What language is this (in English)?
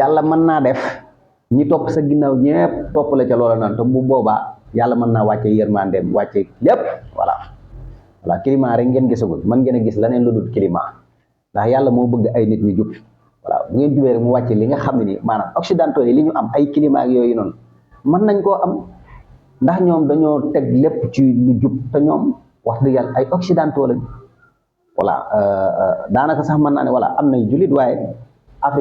Wolof